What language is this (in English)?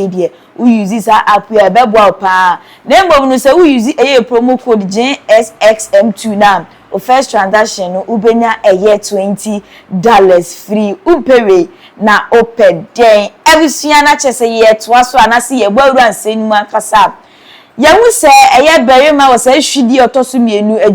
Akan